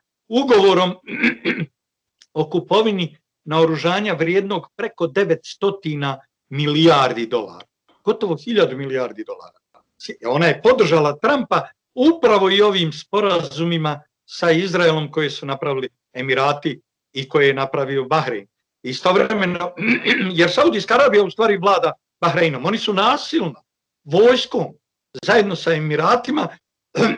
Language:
Bosnian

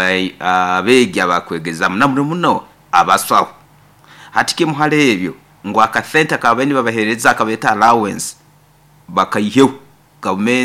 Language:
Nyoro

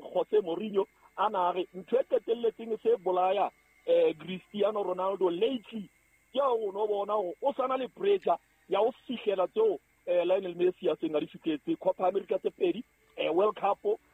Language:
Southern Sotho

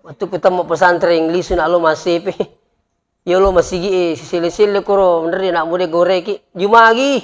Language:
Buginese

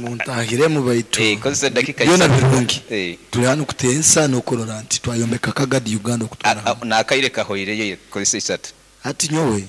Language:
Nyankole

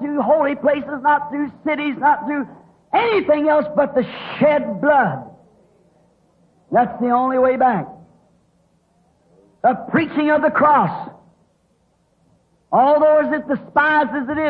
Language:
English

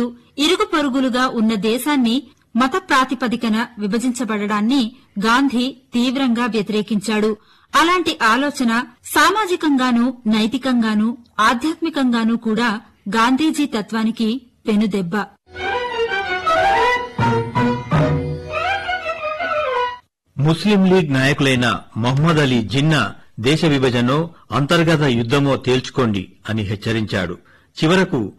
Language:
Telugu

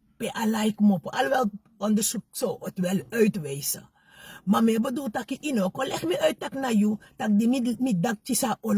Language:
Sranan Tongo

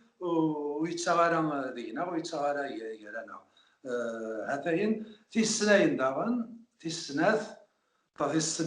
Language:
Kabyle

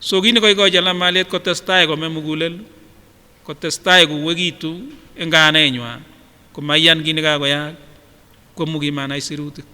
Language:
Kipsigis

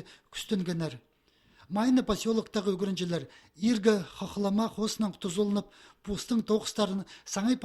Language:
Khakas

